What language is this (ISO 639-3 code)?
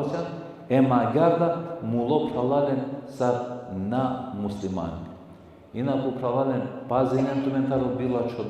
rmn